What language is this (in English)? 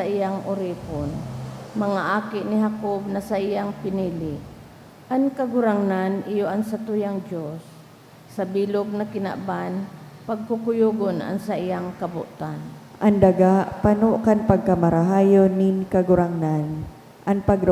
Bikol